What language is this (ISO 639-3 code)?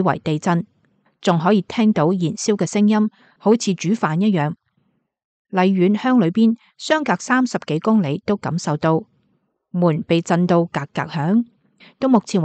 yue